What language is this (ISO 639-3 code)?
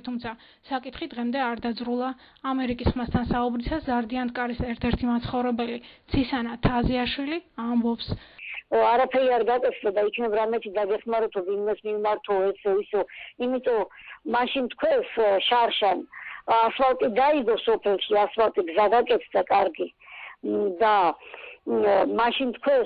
kat